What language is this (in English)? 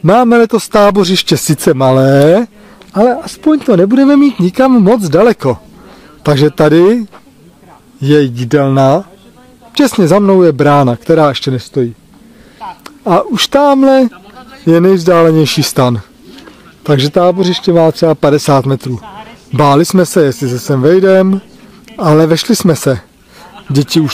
Czech